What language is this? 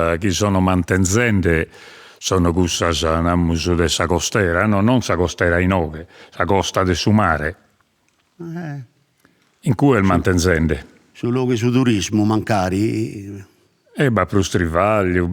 Sardinian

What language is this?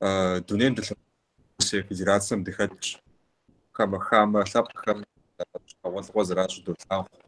Kabardian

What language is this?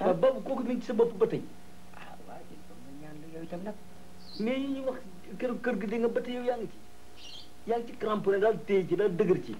Wolof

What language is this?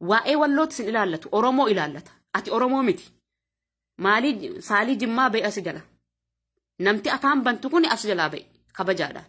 Oromo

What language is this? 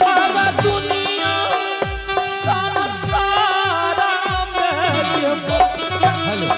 Angika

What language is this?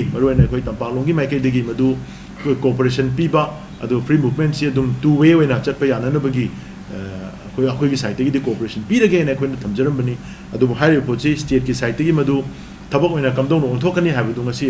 Manipuri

